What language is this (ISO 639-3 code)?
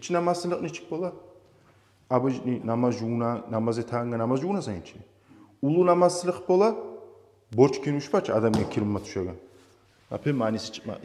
kum